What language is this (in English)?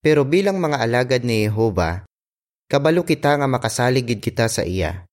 Hiligaynon